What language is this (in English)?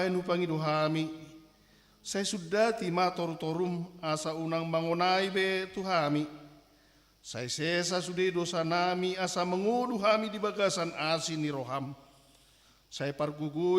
Batak Toba